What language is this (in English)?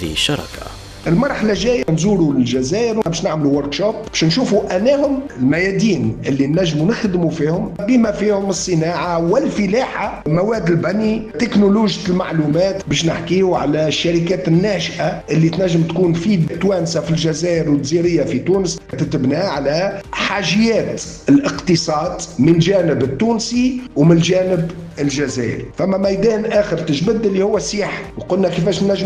Tunisian Arabic